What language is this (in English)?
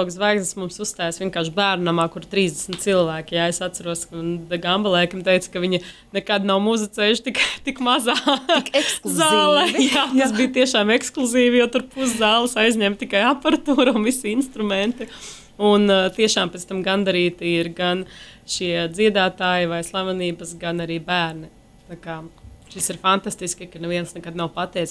Latvian